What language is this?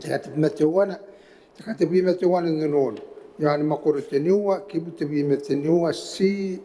Gilbertese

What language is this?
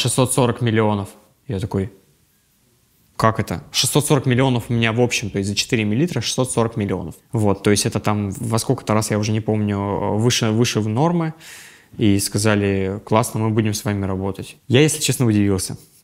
Russian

